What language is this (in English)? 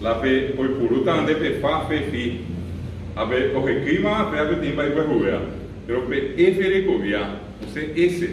Guarani